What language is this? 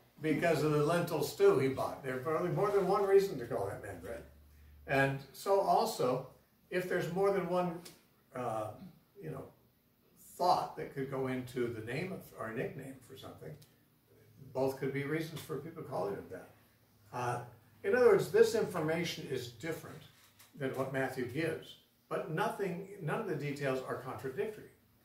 English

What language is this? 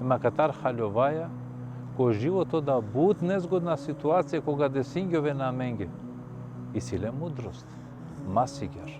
Balkan Romani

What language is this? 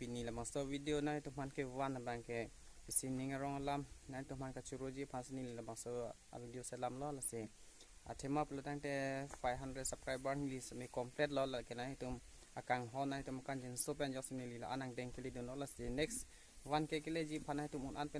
Karbi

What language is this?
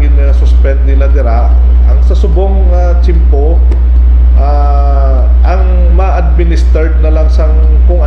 Hiligaynon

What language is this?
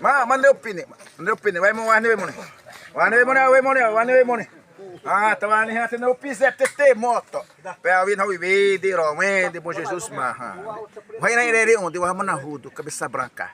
Xavánte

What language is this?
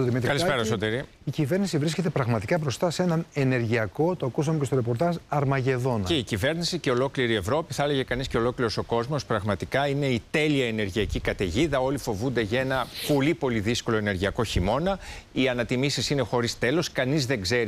Greek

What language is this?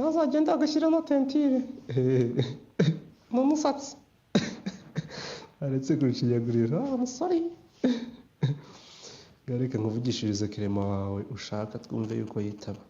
Kinyarwanda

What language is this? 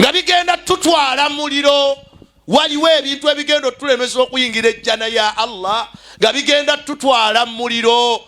Ganda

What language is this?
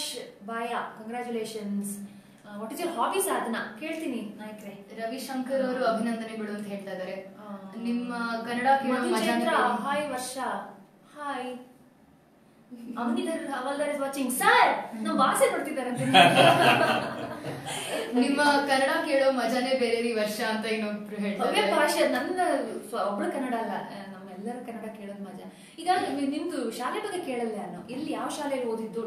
Kannada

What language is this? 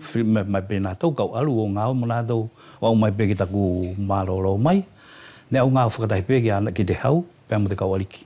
Wallisian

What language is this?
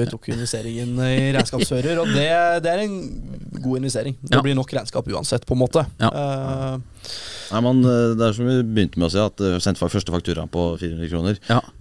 Norwegian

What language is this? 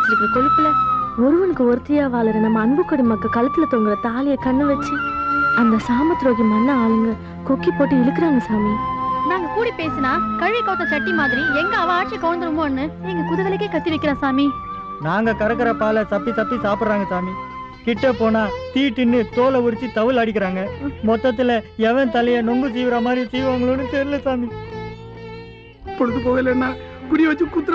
Tamil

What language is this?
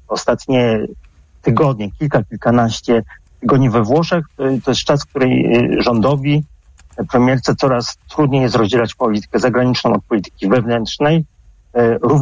Polish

